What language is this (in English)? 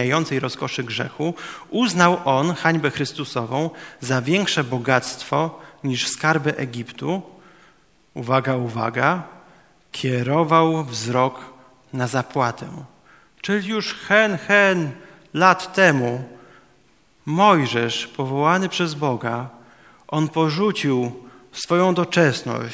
Polish